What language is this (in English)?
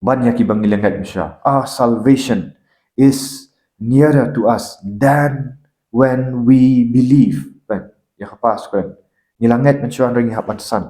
Khasi